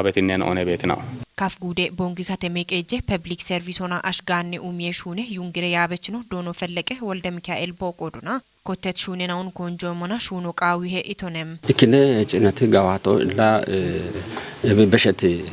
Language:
Kafa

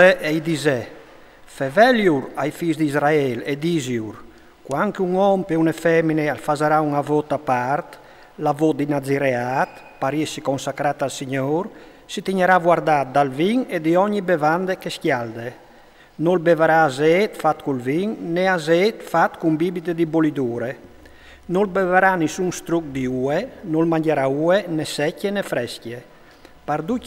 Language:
Friulian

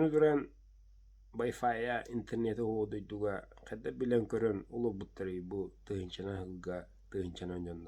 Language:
Yakut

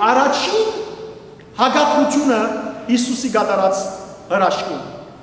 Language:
Western Armenian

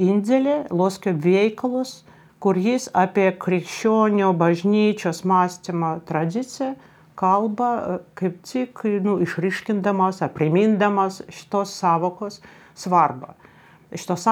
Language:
Lithuanian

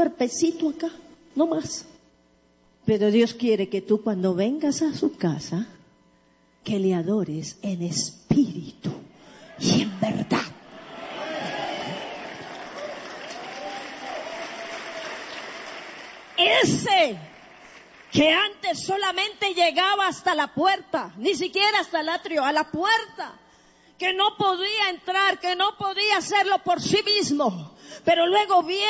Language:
Spanish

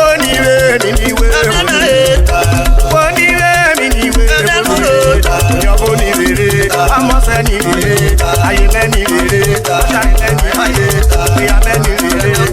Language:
Urhobo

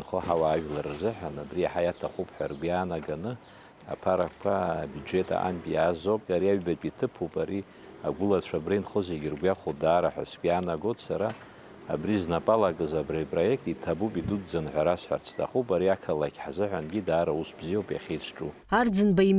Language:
Abkhazian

